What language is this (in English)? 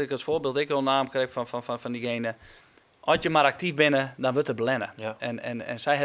Western Frisian